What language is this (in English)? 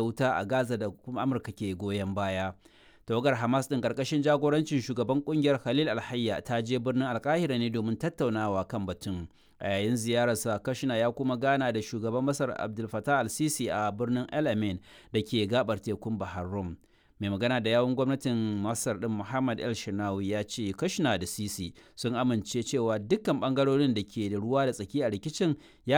Hausa